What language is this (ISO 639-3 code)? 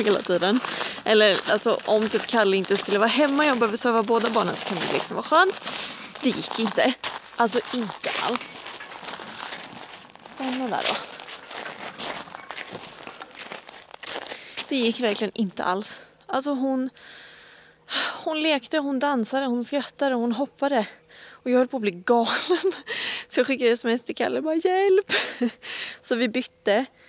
swe